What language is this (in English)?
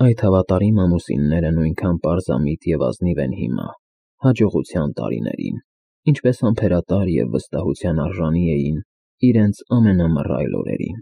Armenian